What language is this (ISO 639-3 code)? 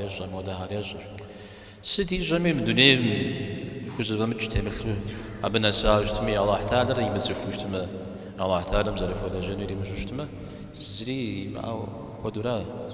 kbd